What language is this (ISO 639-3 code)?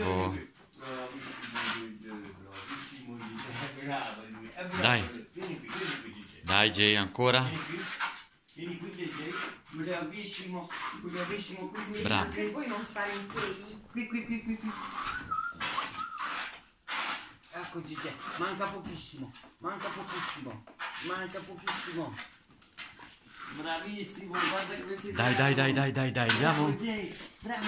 ita